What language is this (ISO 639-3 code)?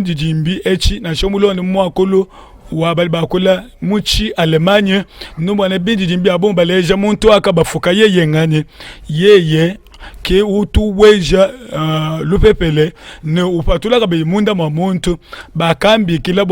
lua